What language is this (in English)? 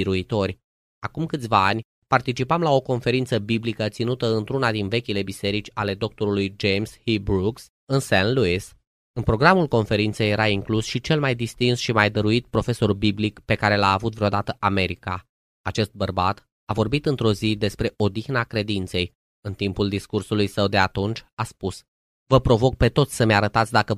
Romanian